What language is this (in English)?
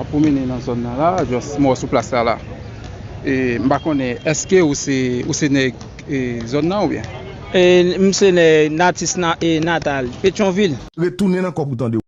Haitian Creole